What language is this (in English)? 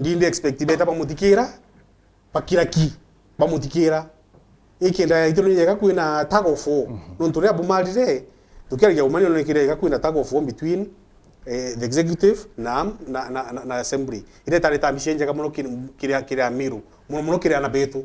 Meru